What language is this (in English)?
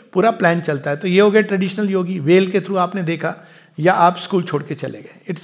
Hindi